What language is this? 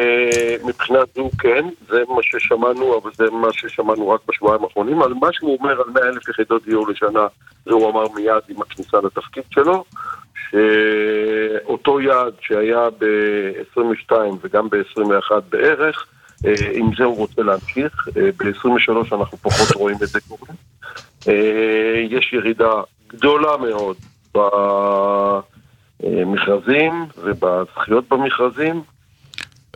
Hebrew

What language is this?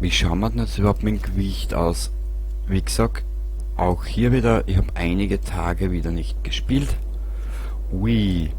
Bavarian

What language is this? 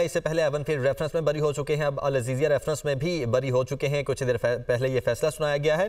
Urdu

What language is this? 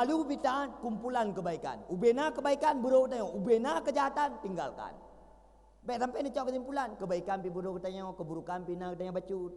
Achinese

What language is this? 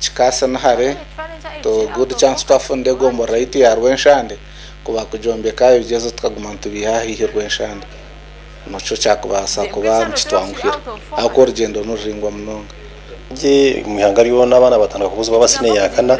Nyankole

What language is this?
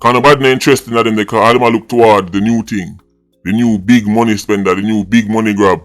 Jamaican Creole English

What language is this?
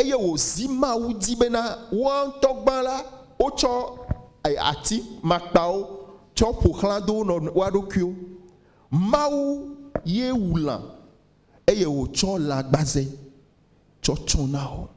Ewe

